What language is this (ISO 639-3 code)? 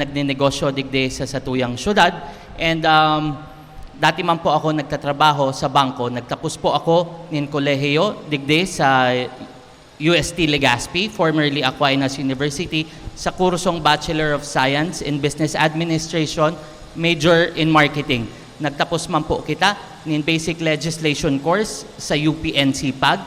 bik